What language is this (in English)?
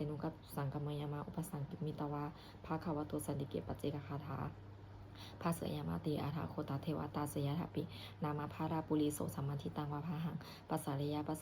Pali